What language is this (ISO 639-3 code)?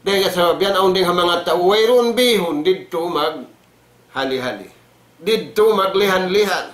tsg